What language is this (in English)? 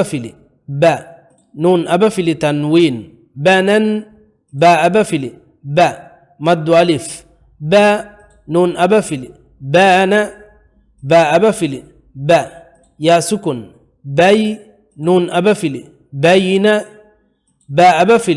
Divehi